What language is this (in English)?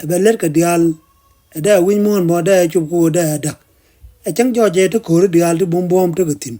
Nuer